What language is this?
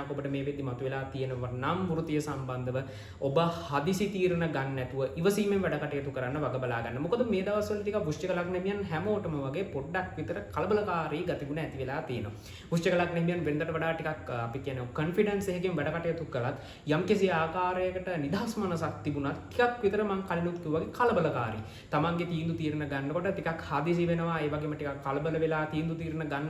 Sinhala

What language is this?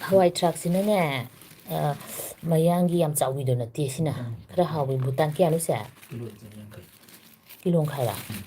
Manipuri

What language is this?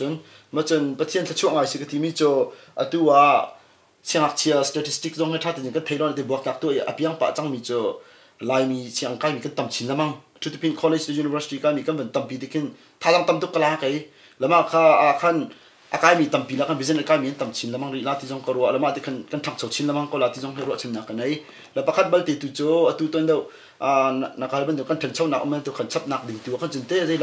Hakha Chin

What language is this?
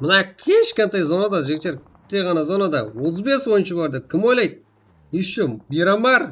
Kara-Kalpak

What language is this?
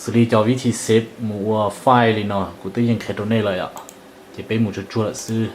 Hmong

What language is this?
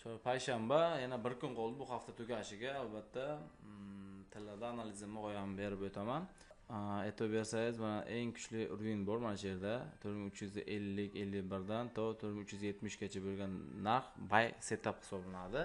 Uzbek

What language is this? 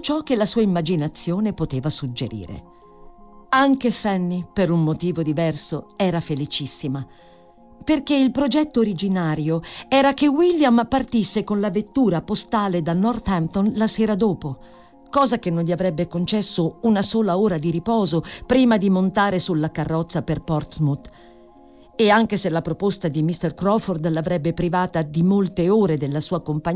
Italian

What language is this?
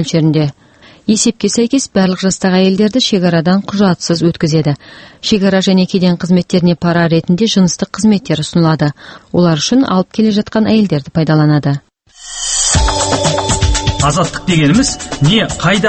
Kazakh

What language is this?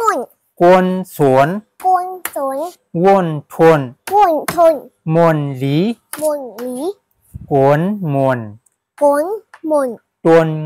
Shan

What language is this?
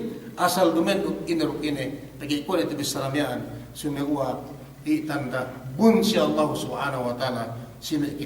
Yakan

